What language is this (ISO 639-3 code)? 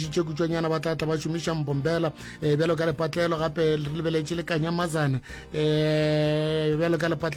nso